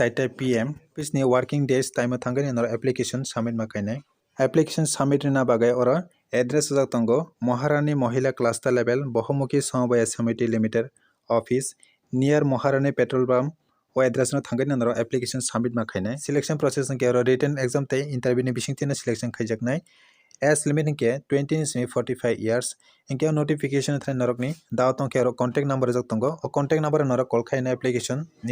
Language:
Kok Borok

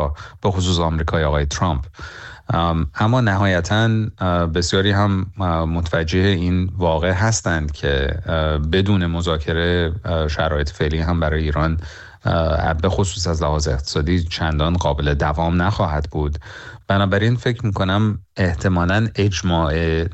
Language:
Persian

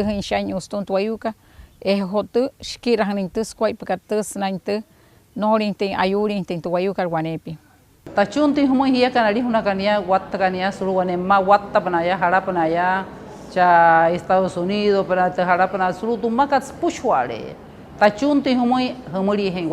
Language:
Wayuu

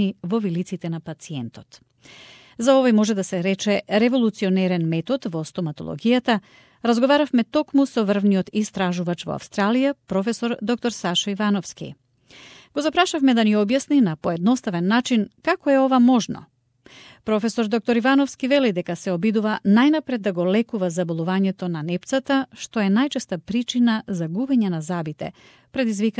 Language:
Macedonian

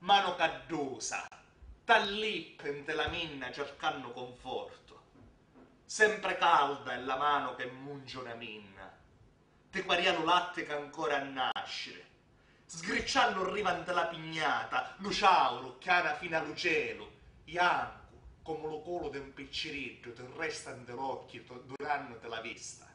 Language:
Sicilian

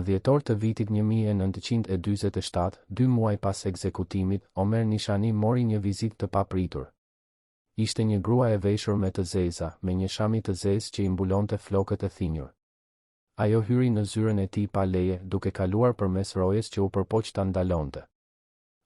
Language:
Albanian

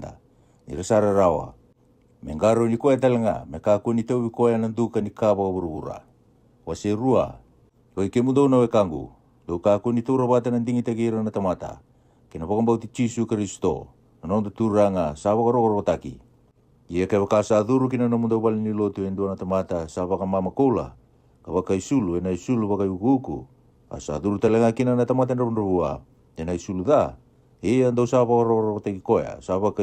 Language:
Fijian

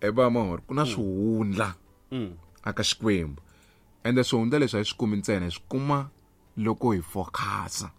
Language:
Tsonga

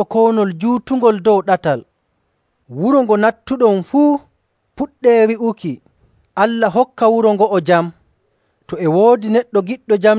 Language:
Nigerian Fulfulde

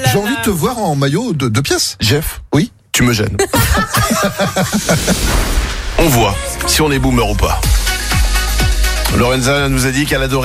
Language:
French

